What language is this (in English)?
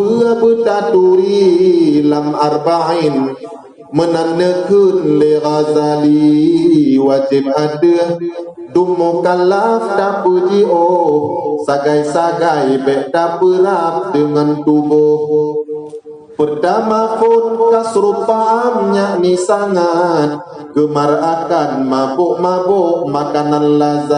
Achinese